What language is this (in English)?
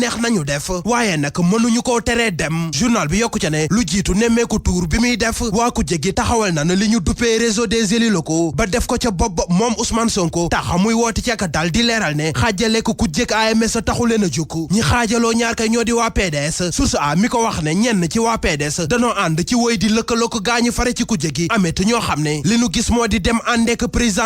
Wolof